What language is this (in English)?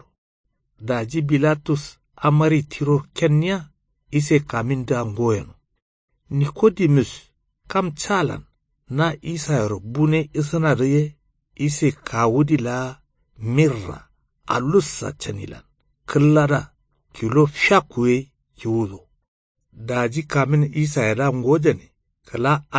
Kanuri